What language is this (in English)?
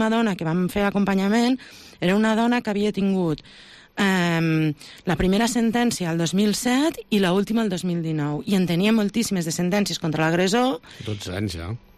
Catalan